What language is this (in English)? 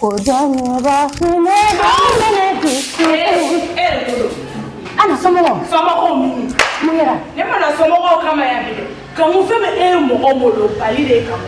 Bambara